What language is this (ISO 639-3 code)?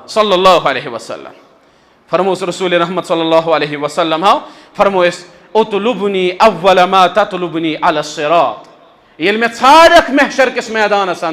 kas